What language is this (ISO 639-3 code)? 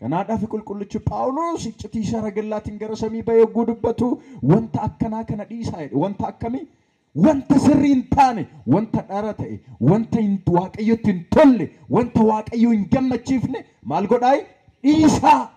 orm